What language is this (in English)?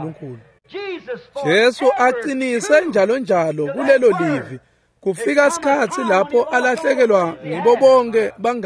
Swati